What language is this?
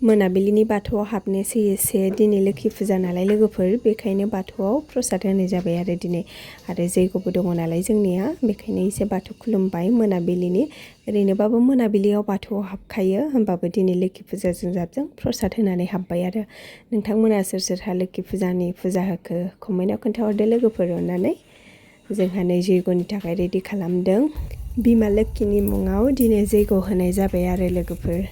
Bodo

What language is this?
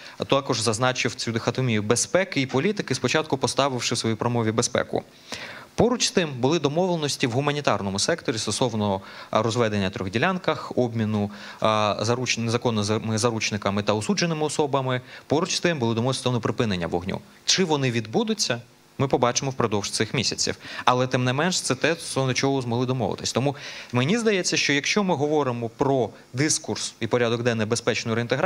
Ukrainian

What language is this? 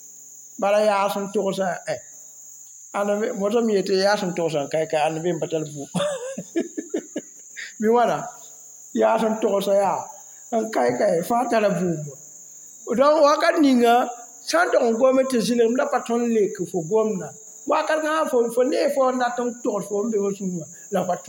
Mossi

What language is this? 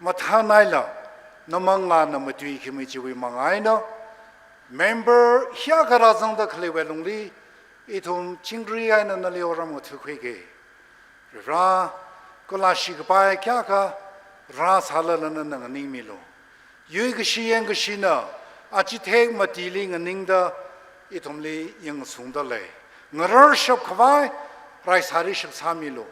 Tangkhul Naga (India)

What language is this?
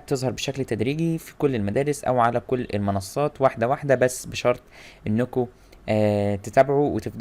Egyptian Arabic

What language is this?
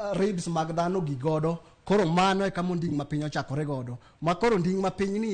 Luo (Kenya and Tanzania)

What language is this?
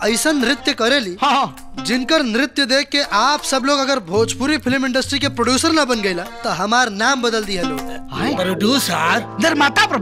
Bhojpuri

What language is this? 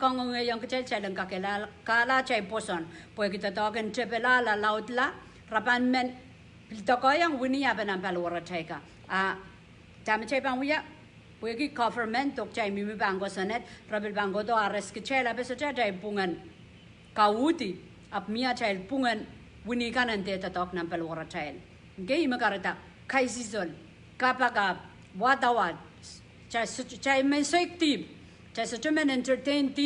Pohnpeian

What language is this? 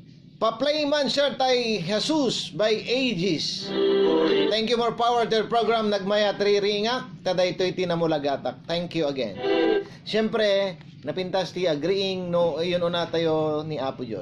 Iloko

